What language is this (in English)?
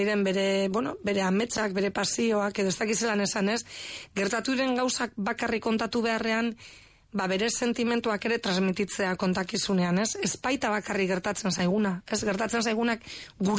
Basque